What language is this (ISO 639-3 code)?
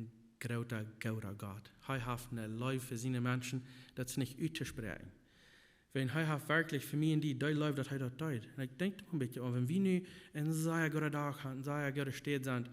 pdt